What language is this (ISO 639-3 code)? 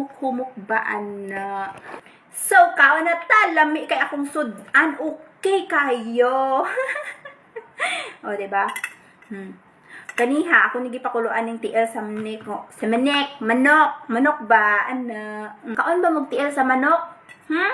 ceb